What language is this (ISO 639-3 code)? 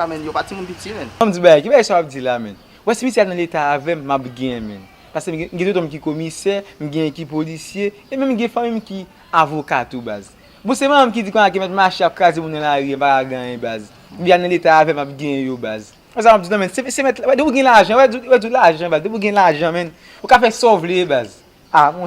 hat